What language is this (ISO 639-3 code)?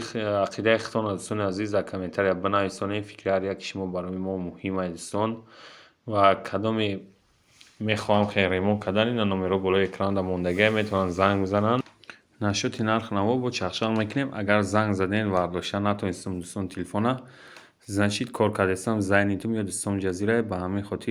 tgk